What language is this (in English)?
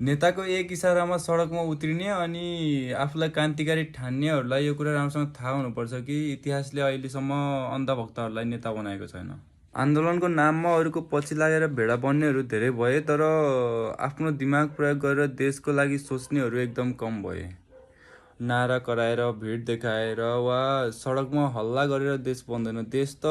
Nepali